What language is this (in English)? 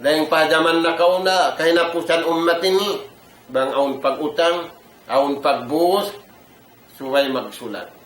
Tausug